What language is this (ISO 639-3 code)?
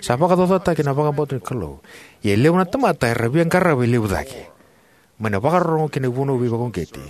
fij